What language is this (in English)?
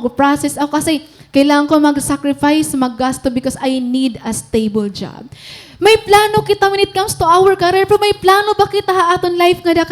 Waray